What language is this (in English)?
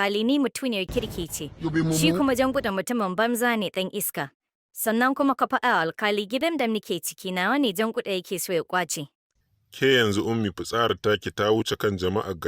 Hausa